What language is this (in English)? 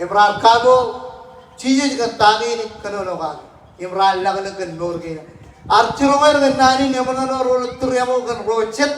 Marshallese